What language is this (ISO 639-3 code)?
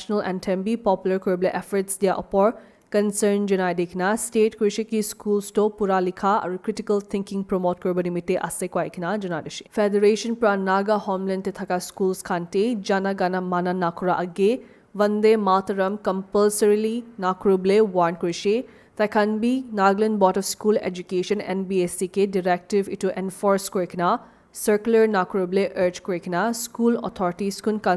nag